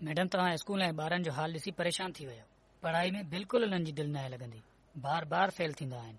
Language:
Sindhi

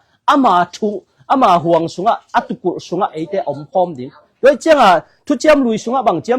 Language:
Tedim Chin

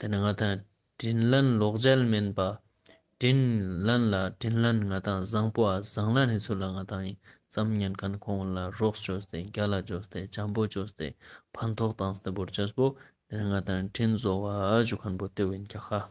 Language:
Ladakhi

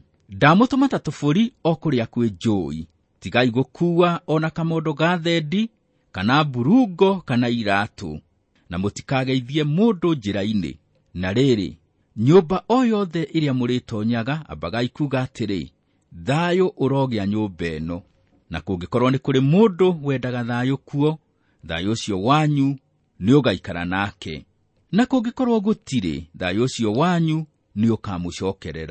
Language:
Kikuyu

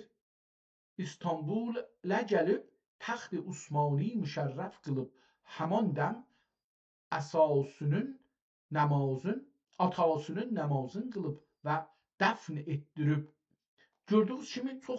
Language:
South Azerbaijani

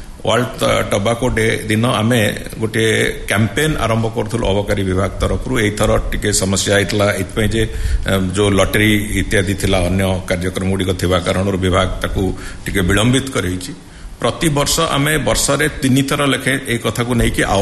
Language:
Odia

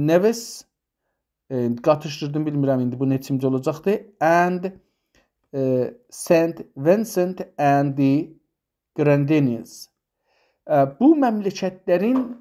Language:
South Azerbaijani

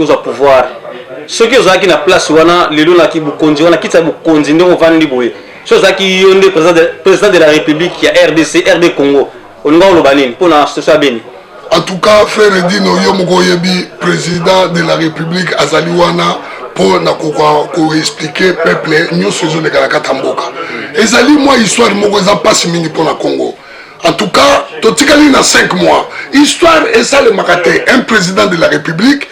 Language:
Lingala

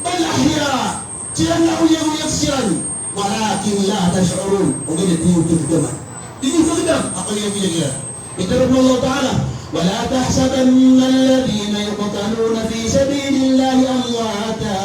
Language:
Maranao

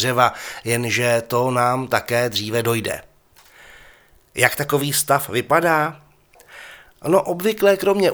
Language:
Czech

